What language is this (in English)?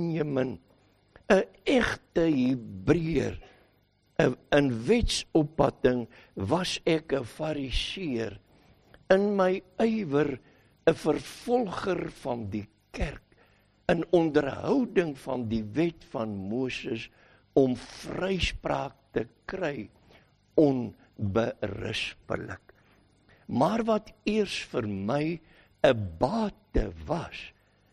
Afrikaans